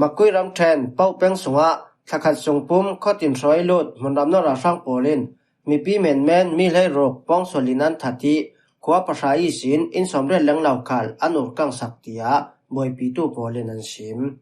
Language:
Falam Chin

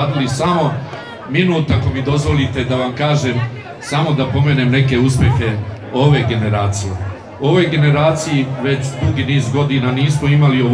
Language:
Serbian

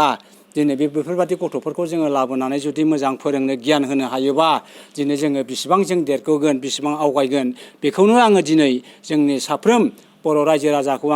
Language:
Bodo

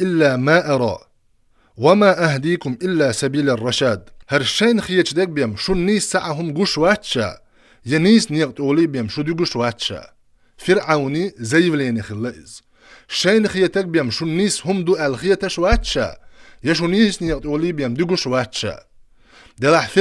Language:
Chechen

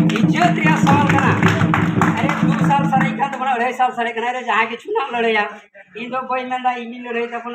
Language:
Santali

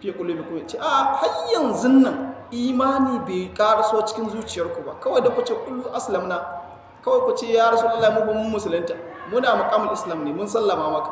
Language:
Hausa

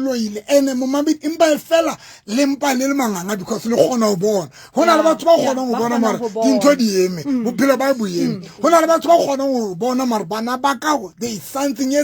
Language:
Southern Sotho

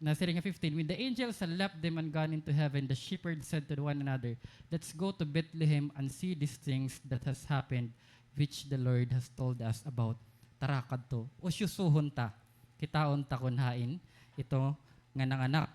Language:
Waray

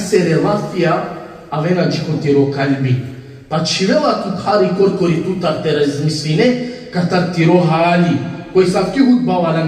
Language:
Balkan Romani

